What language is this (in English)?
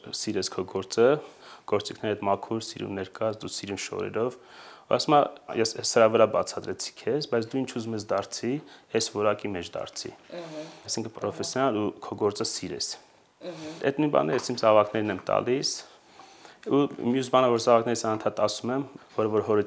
Armenian